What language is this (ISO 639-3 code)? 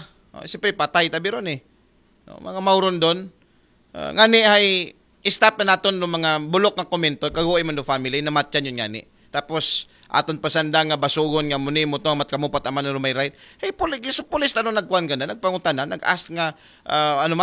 akl